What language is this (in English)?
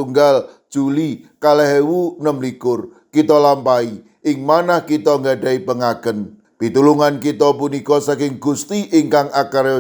Javanese